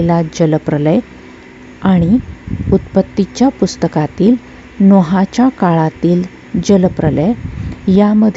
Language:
Marathi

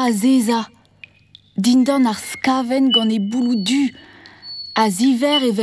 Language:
Breton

